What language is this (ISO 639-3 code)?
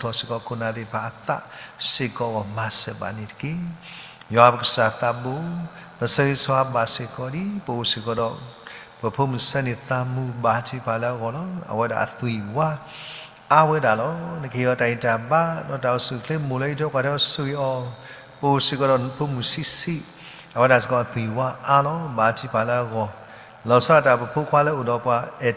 ksw